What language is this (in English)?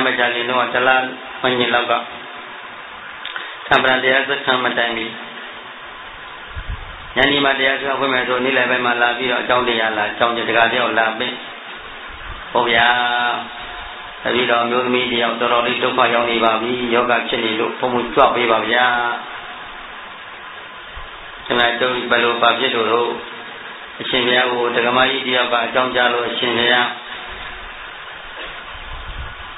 Burmese